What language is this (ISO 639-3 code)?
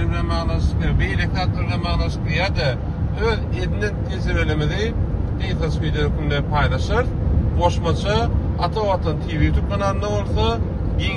tuk